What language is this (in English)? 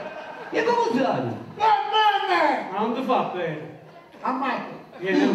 Neapolitan